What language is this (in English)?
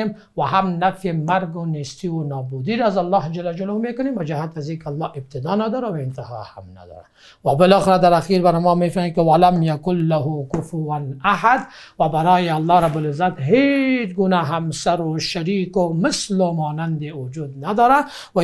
Persian